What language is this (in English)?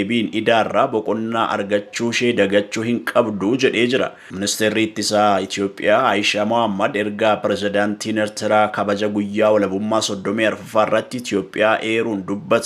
Oromo